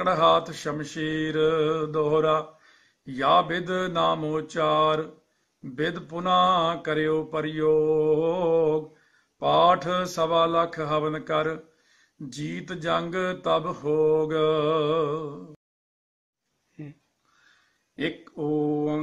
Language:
Punjabi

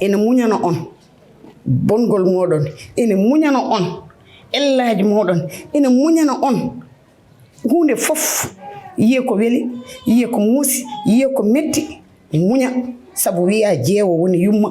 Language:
Fula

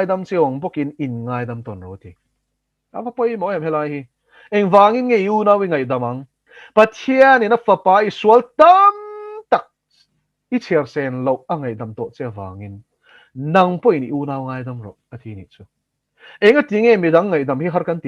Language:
Mizo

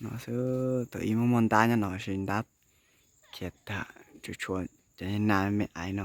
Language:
Hmong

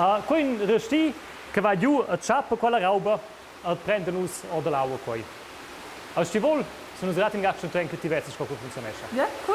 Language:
Romansh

